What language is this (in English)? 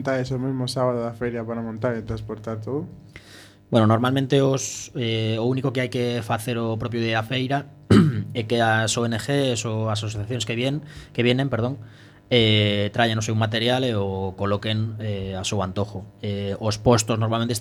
Galician